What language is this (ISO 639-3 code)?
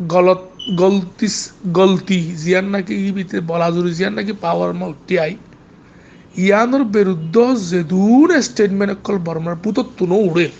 rhg